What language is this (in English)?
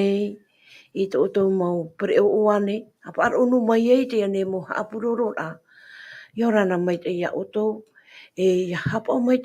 Tahitian